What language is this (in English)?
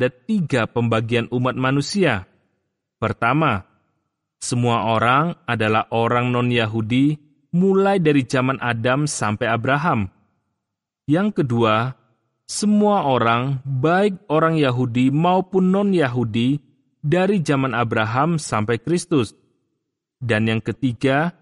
Indonesian